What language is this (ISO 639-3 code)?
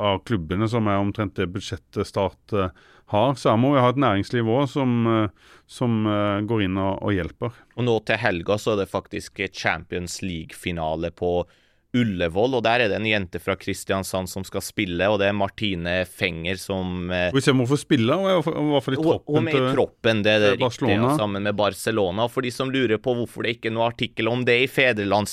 nor